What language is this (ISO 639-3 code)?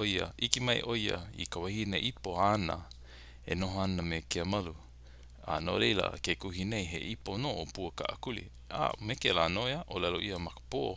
haw